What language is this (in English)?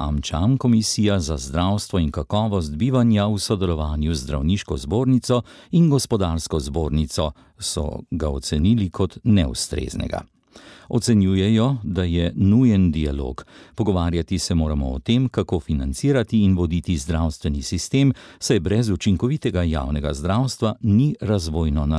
Slovenian